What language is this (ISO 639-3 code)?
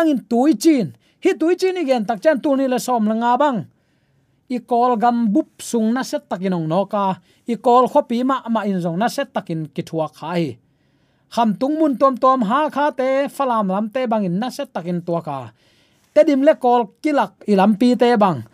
ctd